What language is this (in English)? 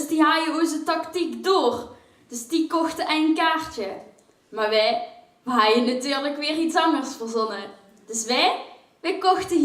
Limburgish